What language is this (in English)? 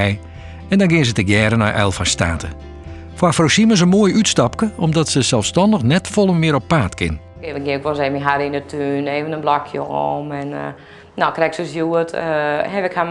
Western Frisian